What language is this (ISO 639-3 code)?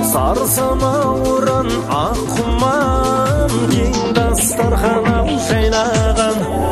kaz